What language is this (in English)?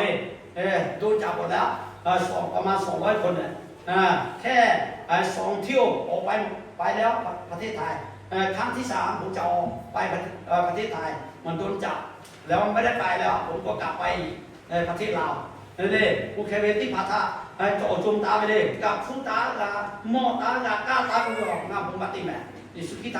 Lahu